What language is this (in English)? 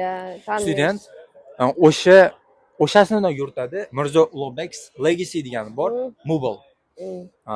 Uzbek